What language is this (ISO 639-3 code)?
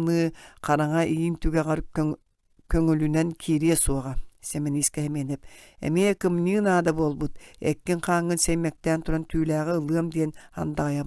sah